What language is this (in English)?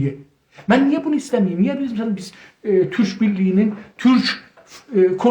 South Azerbaijani